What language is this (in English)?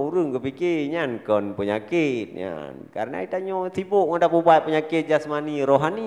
Achinese